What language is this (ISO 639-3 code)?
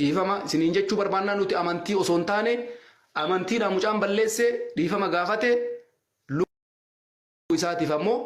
orm